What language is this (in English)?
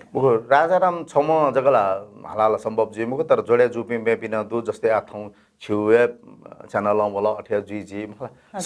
Newari